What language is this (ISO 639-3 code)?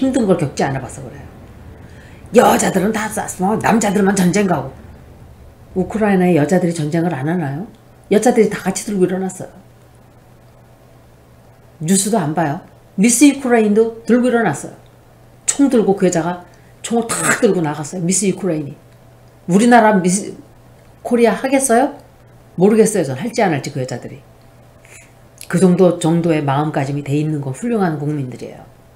kor